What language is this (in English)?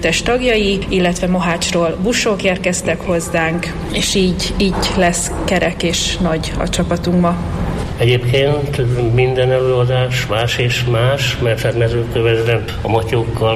Hungarian